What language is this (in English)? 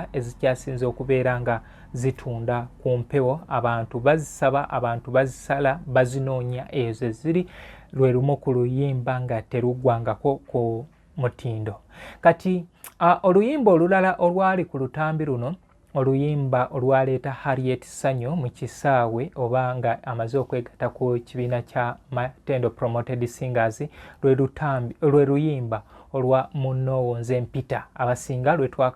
Ganda